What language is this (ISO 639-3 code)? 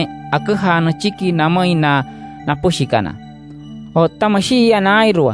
guc